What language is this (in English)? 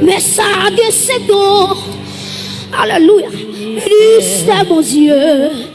Haitian Creole